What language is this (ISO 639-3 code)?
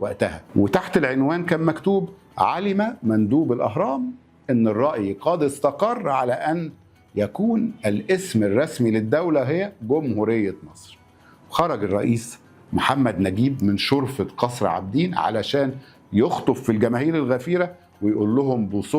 arz